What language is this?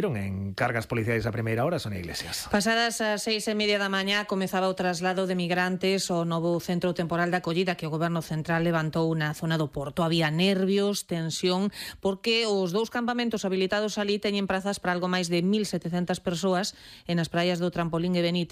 Galician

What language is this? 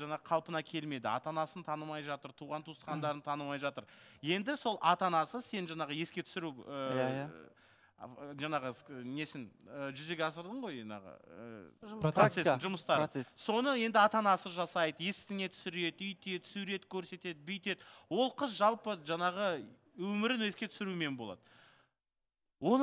Kazakh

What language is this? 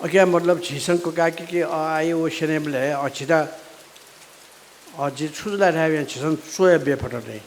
Newari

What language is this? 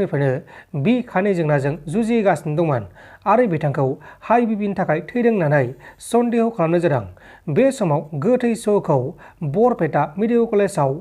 Bodo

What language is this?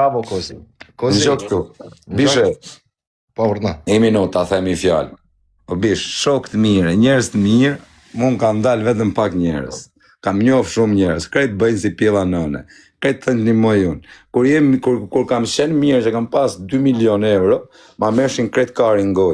Albanian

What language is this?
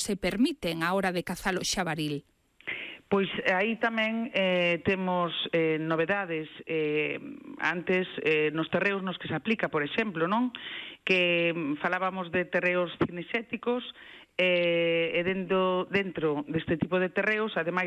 Galician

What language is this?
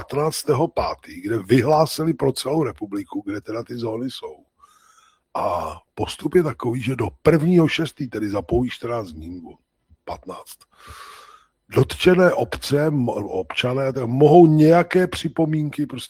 Czech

